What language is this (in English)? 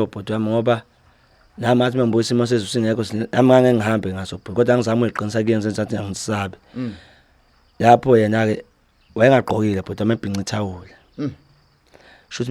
Zulu